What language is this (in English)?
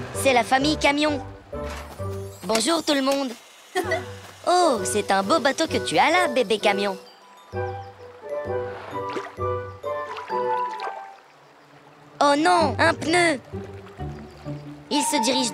French